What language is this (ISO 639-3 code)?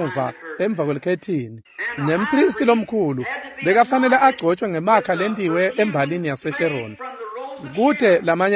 ssw